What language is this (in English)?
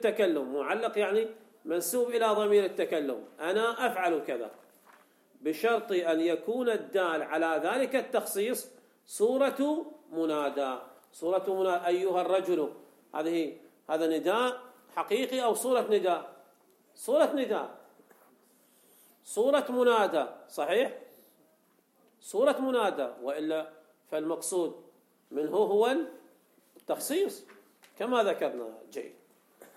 Arabic